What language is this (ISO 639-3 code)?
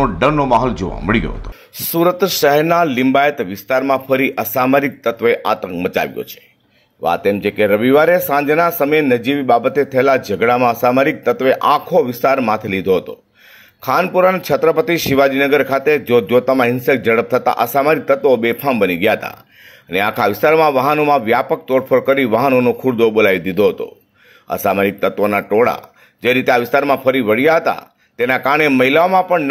guj